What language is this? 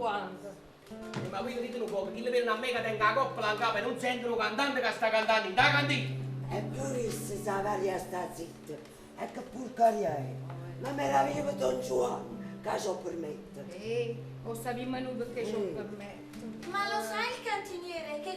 Neapolitan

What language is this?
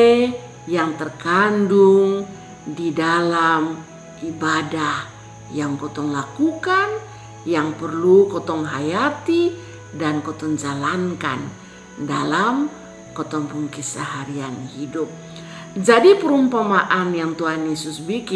Kupang Malay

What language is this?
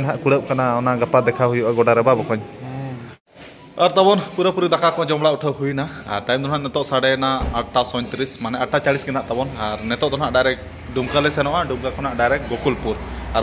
Santali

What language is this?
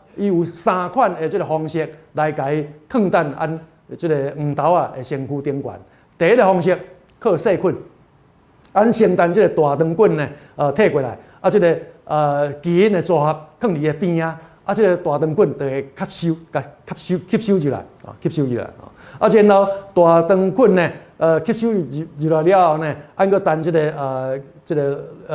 Min Nan Chinese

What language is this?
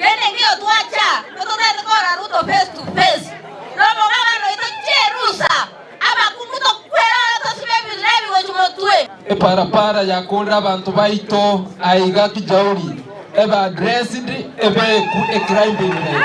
Gusii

